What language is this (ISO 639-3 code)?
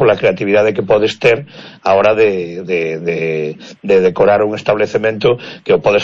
glg